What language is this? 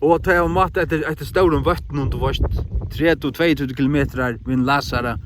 Faroese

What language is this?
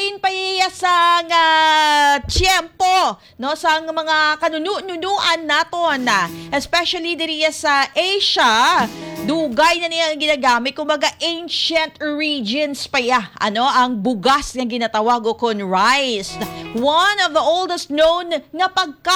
Hiligaynon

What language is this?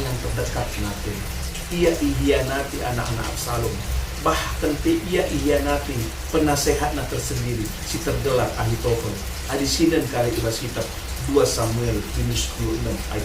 Batak Karo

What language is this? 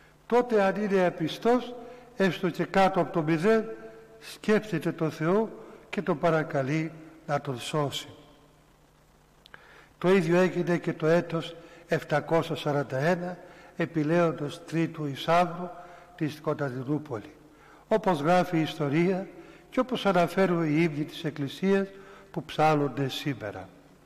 Greek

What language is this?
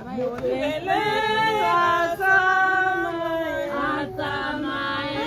Tswana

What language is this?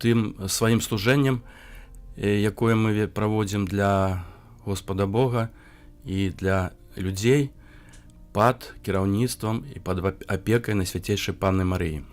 Belarusian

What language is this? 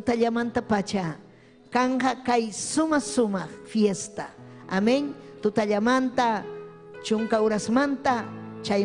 Ayacucho Quechua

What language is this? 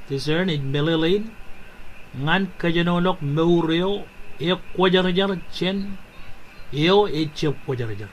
Marshallese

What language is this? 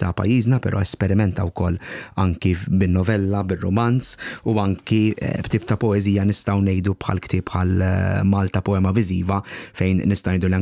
Maltese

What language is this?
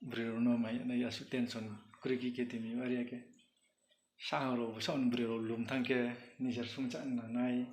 Riang (India)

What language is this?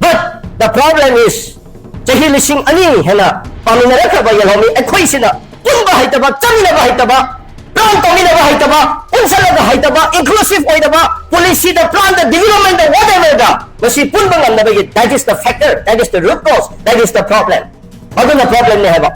Manipuri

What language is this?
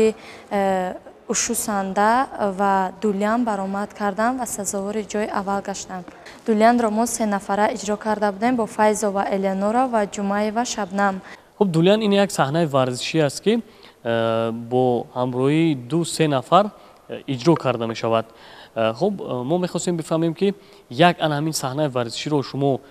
Tajik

